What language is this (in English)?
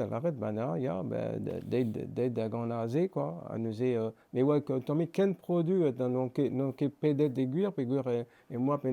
Breton